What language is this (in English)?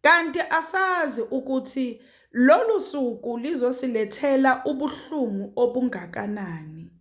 Zulu